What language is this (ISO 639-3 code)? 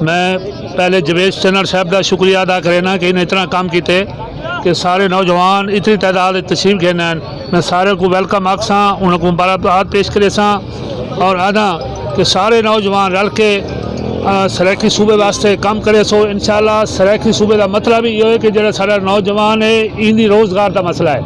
skr